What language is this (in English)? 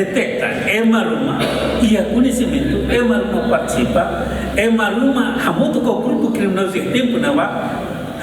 Tetum